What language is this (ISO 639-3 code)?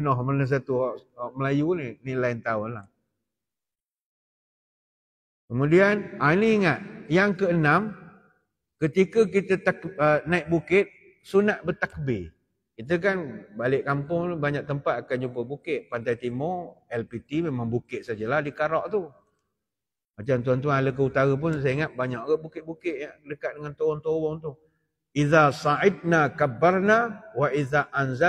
msa